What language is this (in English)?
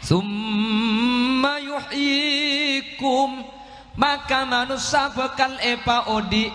Madurese